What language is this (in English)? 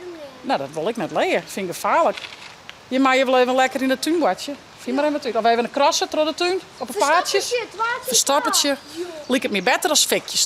Western Frisian